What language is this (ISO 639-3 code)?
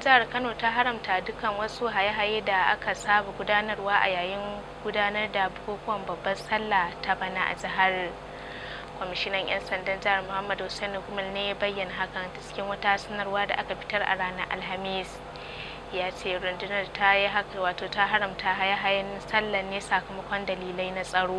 hau